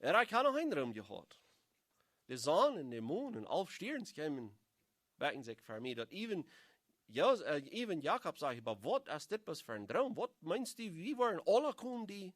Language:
Plautdietsch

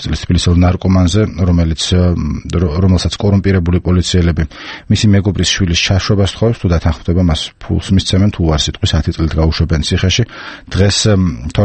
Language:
Georgian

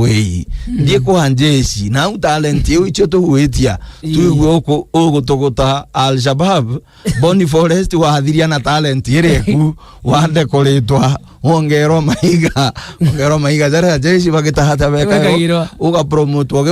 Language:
Meru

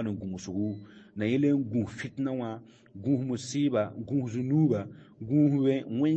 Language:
Mossi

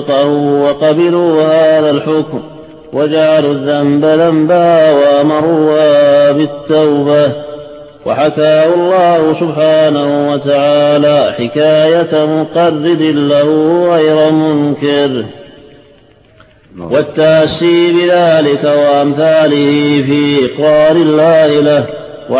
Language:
Arabic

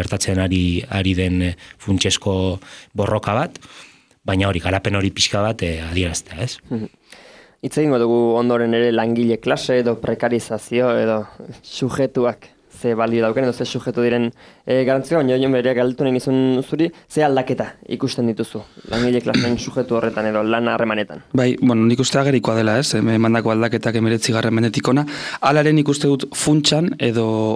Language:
Basque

